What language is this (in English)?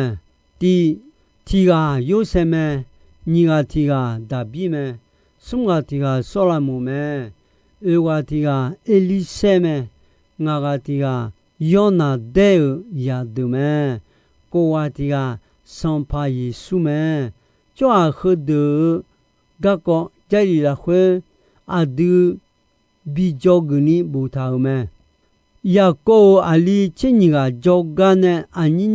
Akha